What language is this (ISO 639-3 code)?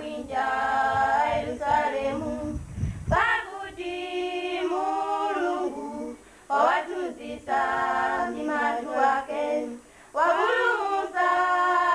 nya